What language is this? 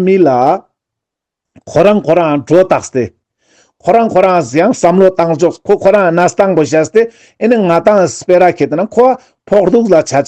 Ladakhi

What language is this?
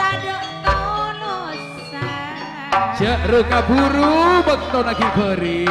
Madurese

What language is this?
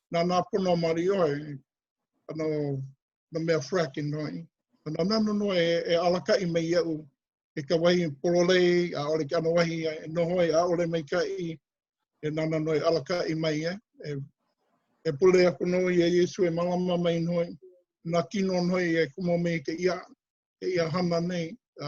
Hawaiian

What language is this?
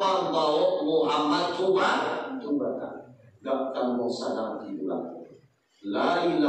Minangkabau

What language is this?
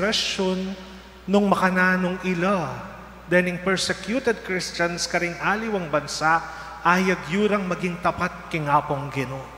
Pampanga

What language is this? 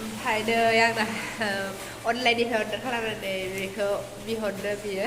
Bodo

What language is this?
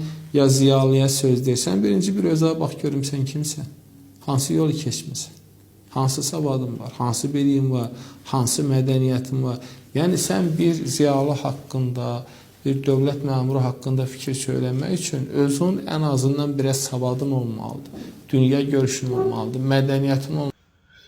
Azerbaijani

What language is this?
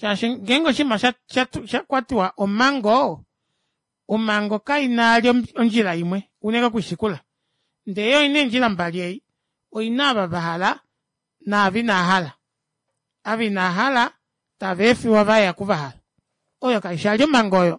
Kuanyama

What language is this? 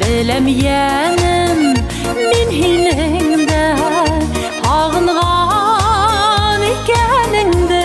Bashkir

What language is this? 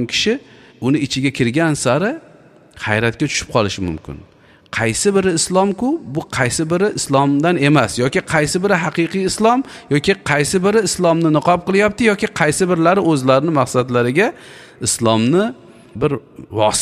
Uzbek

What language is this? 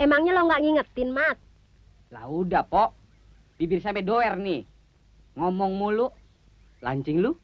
Betawi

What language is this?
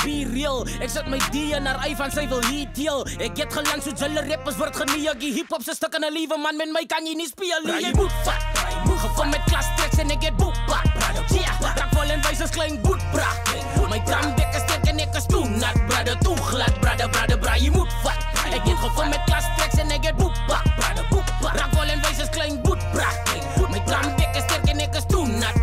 Afrikaans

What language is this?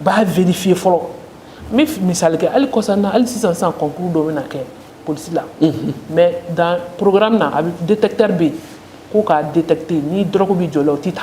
Bambara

